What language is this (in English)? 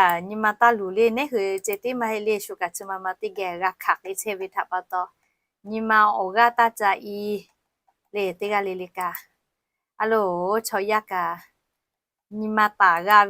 Lahu